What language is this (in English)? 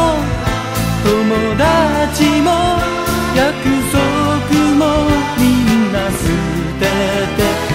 Japanese